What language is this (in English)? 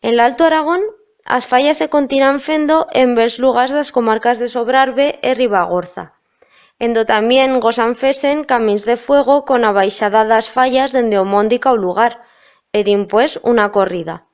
Aragonese